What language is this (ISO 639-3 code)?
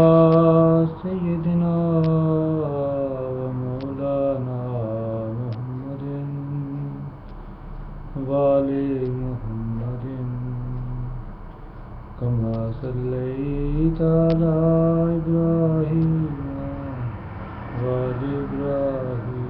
ara